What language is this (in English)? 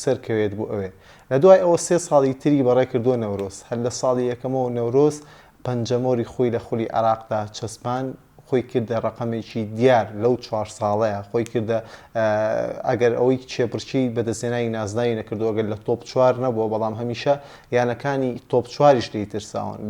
Central Kurdish